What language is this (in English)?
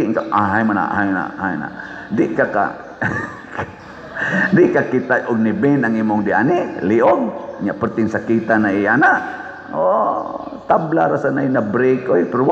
Cebuano